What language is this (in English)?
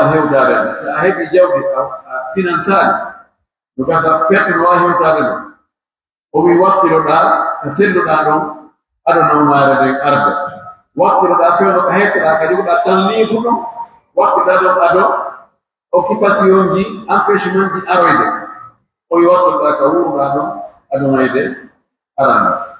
Pular